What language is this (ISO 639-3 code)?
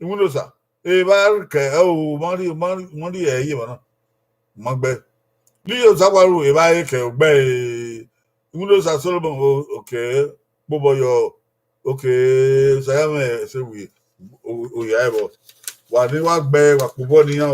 bin